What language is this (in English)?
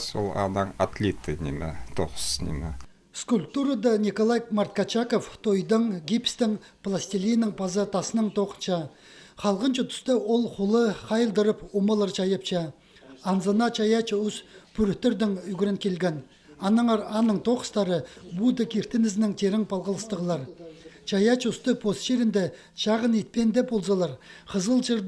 Khakas